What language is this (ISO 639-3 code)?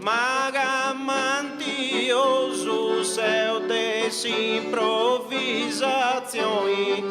srd